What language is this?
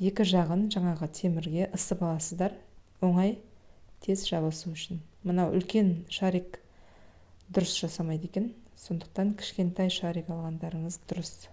Kazakh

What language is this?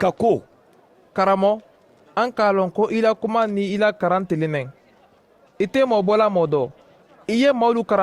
Mandingo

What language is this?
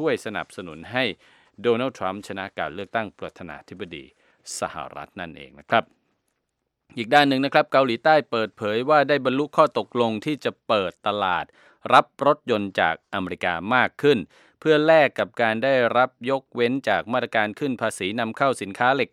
Thai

